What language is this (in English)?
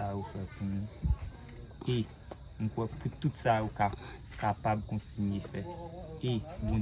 Haitian Creole